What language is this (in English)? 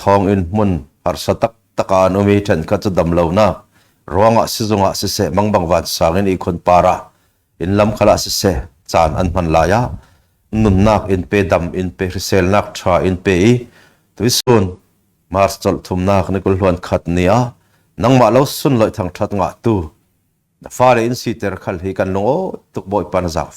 Falam Chin